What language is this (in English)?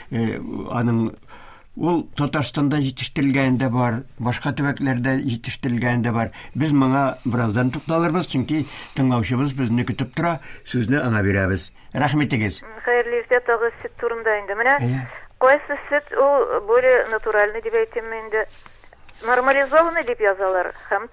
Tatar